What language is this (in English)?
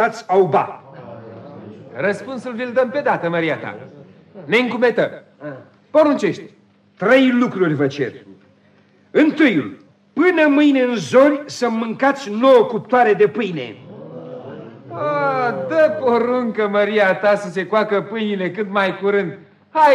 Romanian